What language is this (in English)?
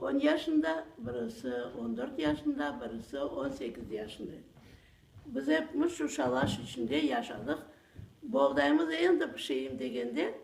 Crimean Tatar